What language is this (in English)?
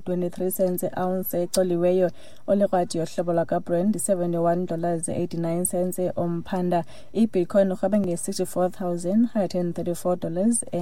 Xhosa